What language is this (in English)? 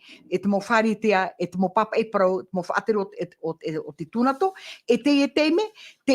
Tahitian